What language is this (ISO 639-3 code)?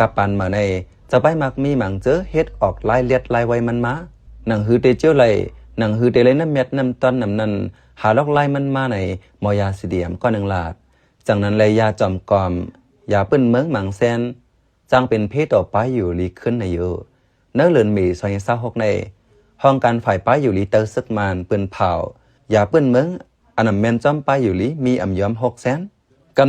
shn